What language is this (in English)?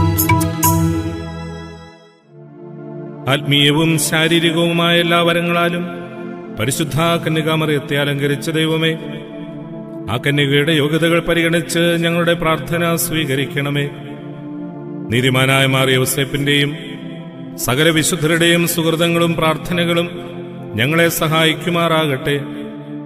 Malayalam